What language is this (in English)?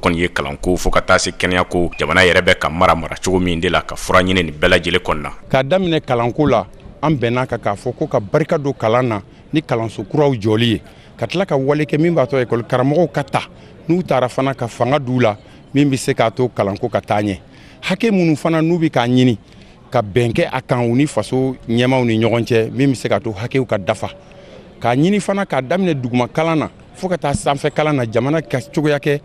Bambara